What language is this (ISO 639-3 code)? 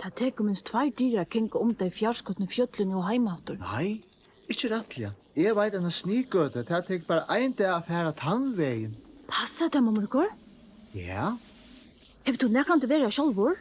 fao